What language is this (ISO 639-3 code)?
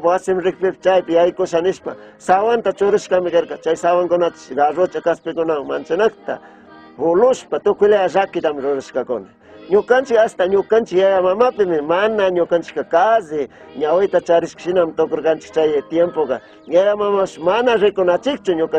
qug